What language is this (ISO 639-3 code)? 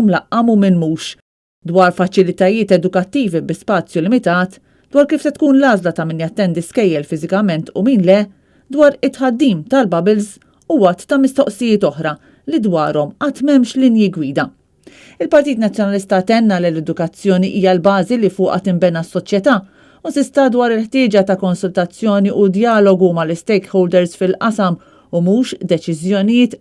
mlt